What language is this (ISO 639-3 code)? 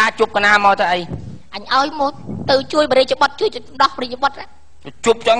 khm